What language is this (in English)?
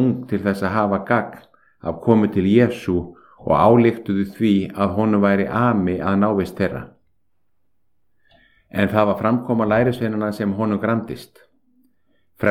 Icelandic